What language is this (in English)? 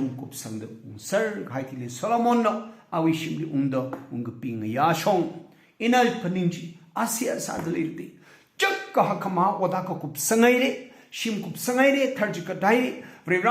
Tangkhul Naga (India)